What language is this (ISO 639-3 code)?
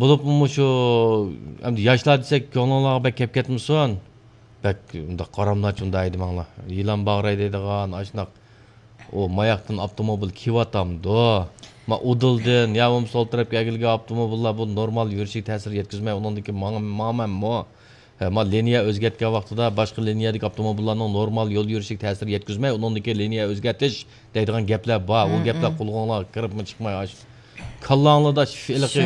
uig